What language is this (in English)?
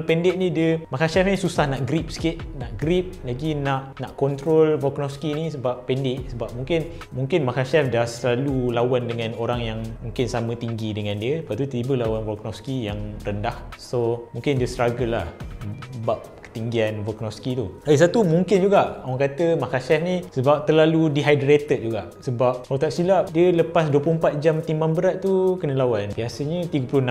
Malay